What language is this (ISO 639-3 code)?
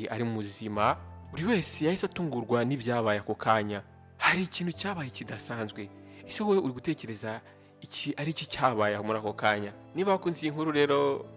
kin